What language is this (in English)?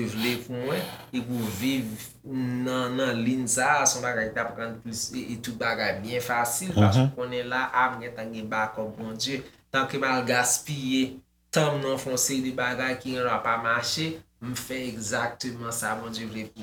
Haitian Creole